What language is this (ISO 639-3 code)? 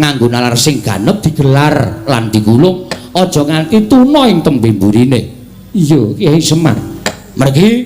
jav